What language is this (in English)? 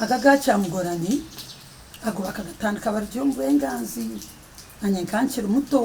Nyankole